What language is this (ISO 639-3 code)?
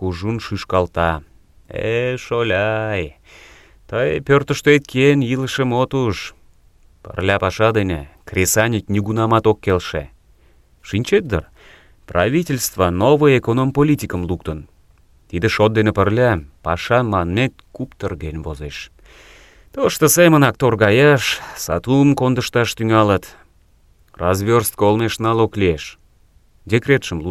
chm